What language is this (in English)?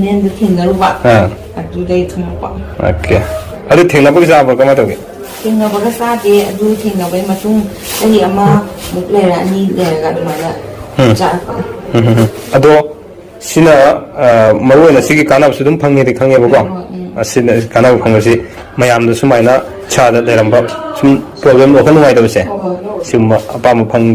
Manipuri